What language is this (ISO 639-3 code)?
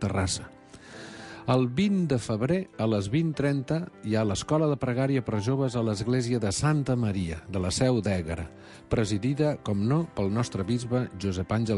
cat